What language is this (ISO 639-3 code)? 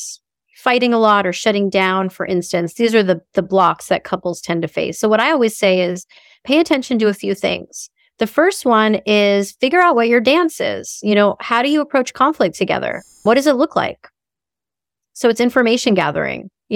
eng